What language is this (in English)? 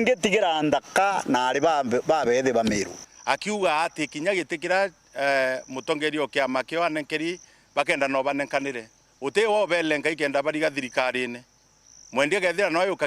Meru